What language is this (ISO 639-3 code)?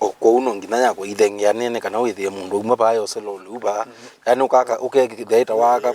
kam